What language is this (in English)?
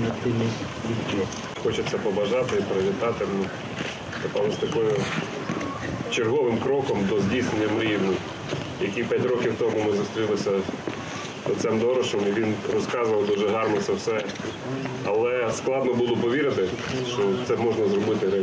Ukrainian